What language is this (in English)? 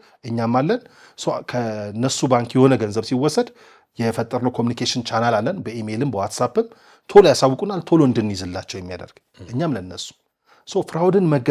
Amharic